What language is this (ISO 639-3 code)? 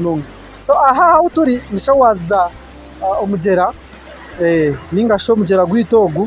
nyn